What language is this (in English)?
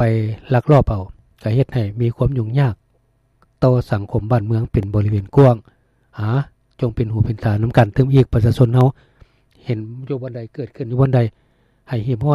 Lao